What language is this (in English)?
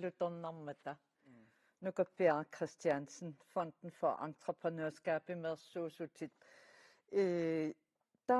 Kalaallisut